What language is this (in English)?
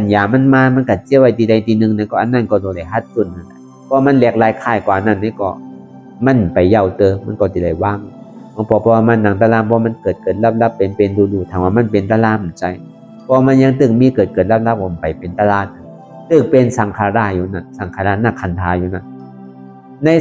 Shan